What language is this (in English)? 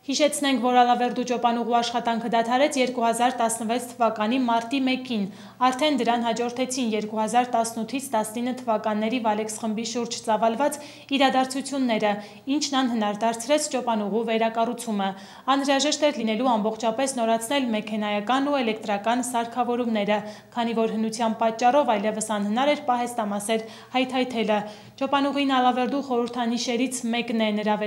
Armenian